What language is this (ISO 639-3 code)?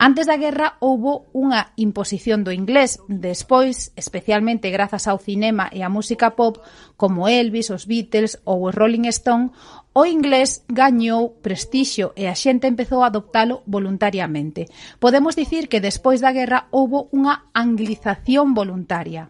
glg